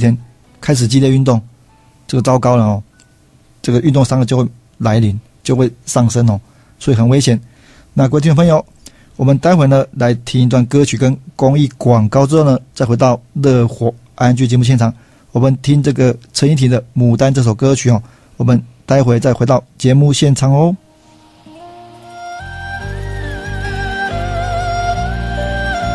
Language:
Chinese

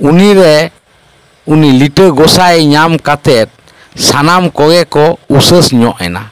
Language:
Santali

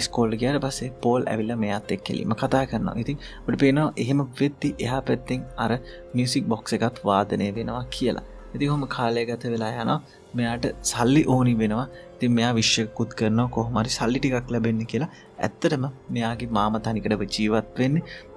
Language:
Sinhala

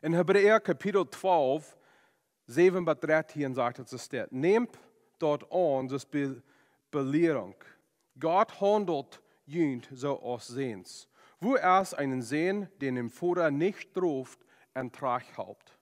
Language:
Plautdietsch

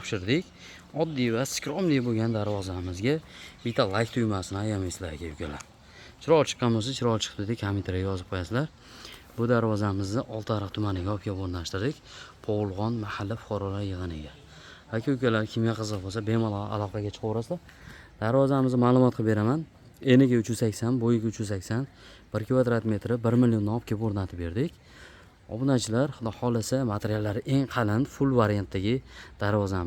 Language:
Uzbek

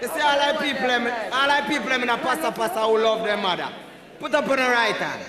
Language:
Jamaican Creole English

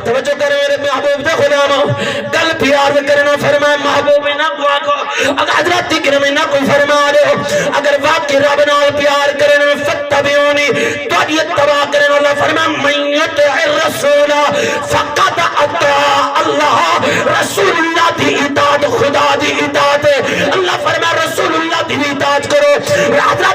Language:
Saraiki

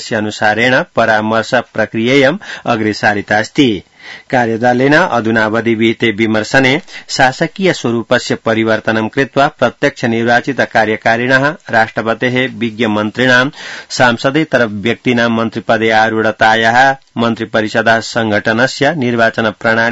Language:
Sanskrit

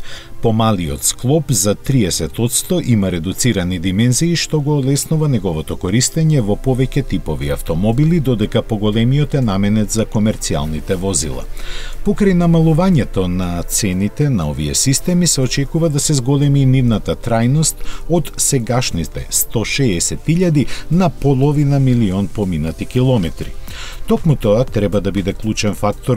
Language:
Macedonian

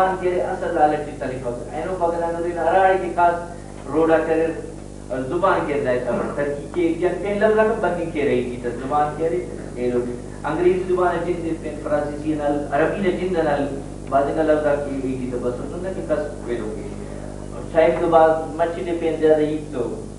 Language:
Brahui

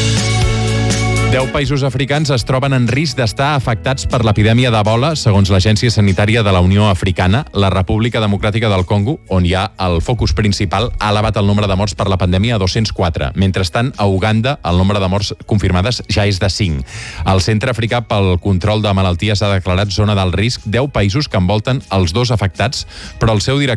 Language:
Catalan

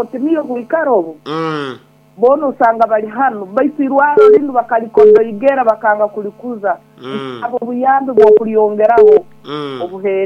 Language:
Nyoro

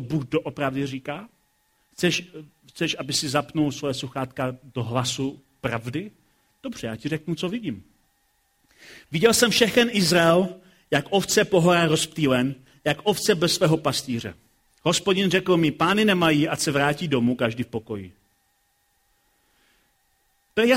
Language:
Czech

